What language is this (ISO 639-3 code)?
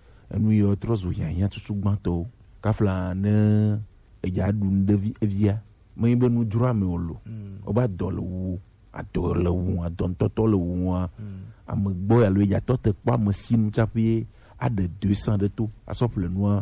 gej